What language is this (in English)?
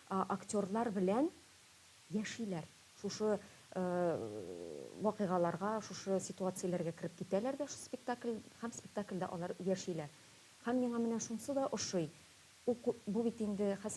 Tatar